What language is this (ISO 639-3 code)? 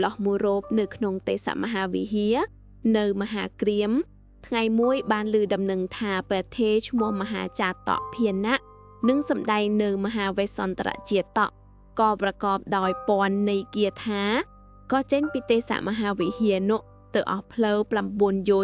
khm